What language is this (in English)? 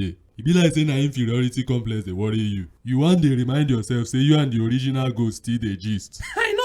Nigerian Pidgin